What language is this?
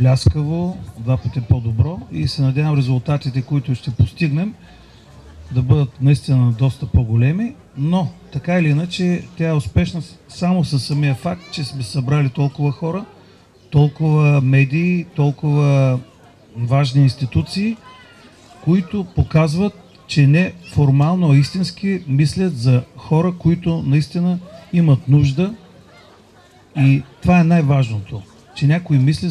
Bulgarian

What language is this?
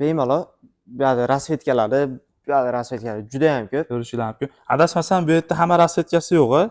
Uzbek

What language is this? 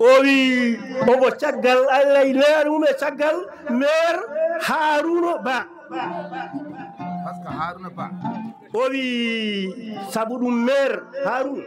Fula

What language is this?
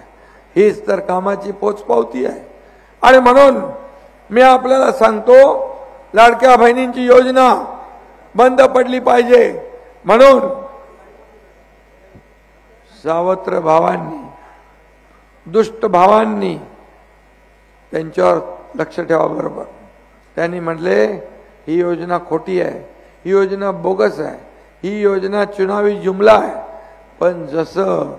Marathi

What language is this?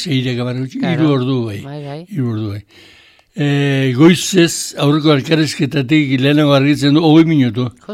Basque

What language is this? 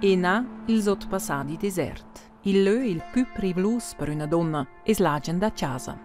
Romansh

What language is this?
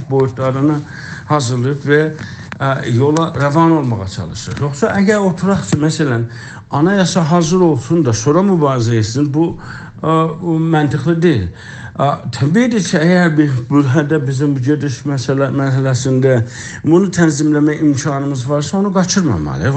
South Azerbaijani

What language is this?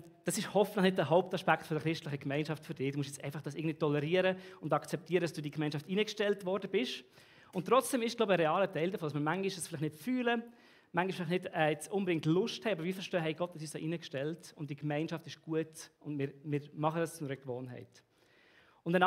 Swiss German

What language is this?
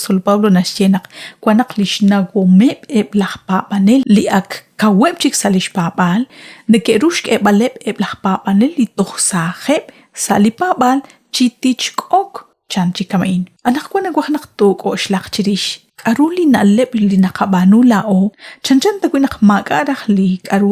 Kekchí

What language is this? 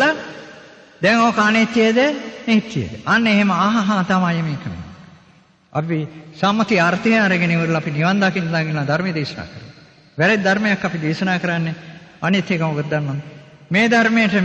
Sinhala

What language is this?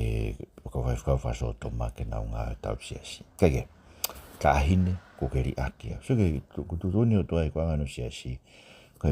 Tongan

